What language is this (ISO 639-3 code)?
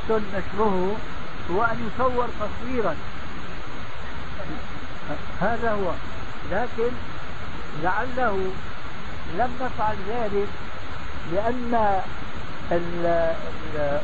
ara